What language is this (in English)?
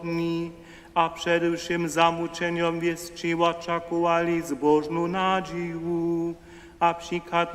Upper Sorbian